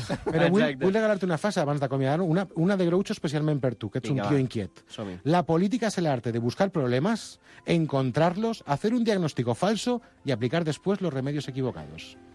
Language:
Catalan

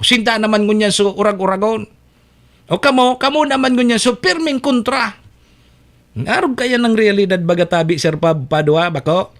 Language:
Bikol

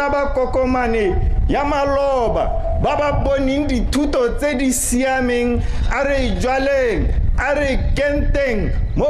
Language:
Tswana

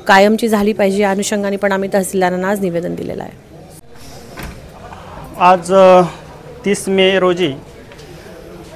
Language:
Marathi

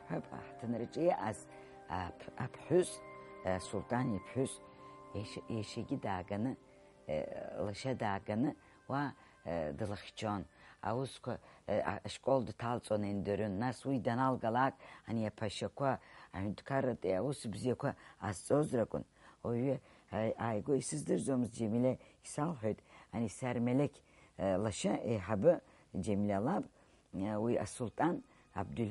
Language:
Abkhazian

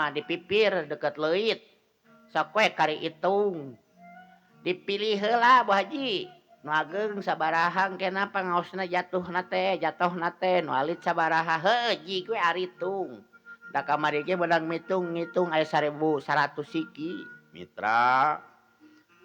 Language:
Sundanese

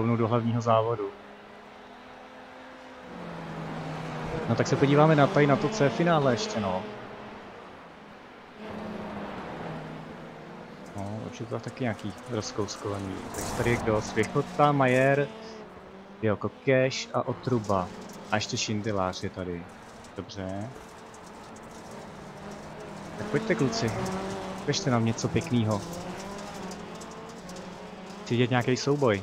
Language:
Czech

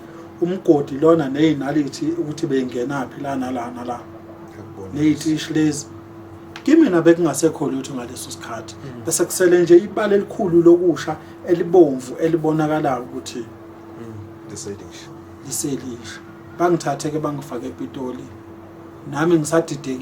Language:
Zulu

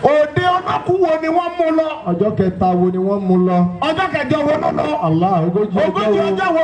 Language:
Yoruba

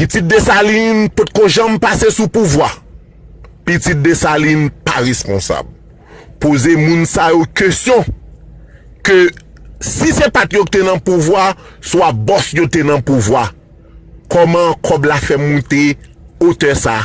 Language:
Haitian Creole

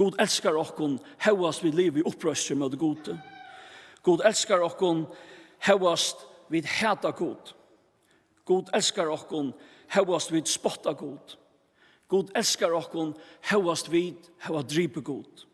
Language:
Faroese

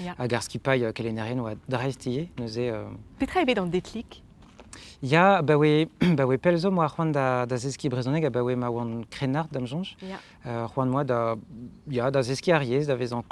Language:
Breton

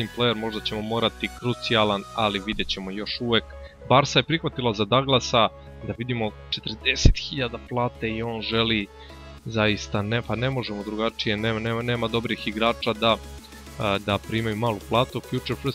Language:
Croatian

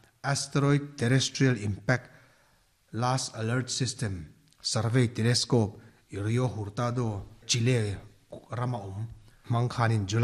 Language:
Mizo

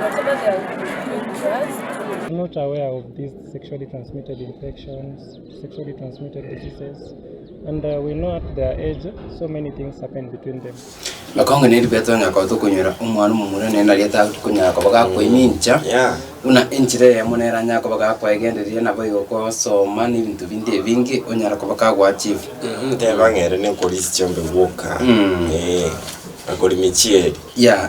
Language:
Gusii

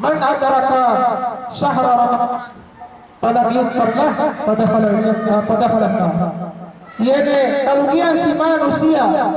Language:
Yakan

